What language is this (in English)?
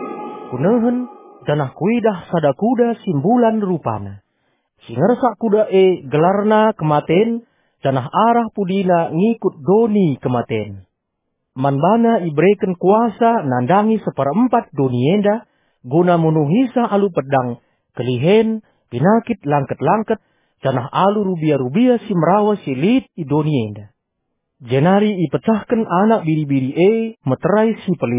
Batak Karo